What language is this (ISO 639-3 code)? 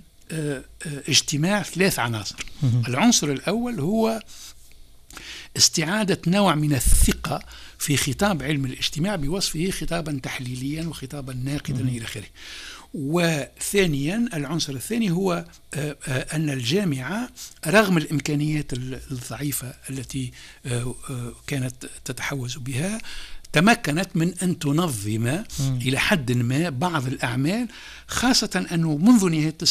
aeb